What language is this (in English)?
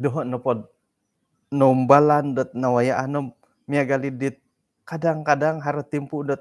Central Dusun